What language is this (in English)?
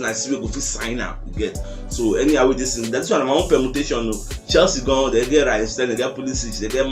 Nigerian Pidgin